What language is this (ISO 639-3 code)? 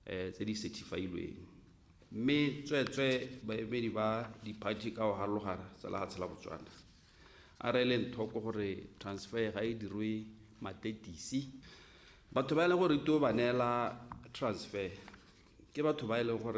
tsn